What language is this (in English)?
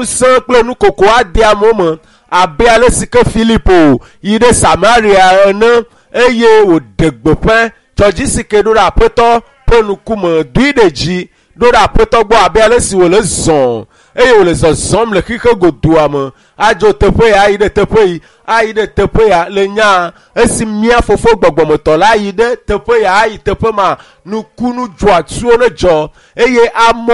Ewe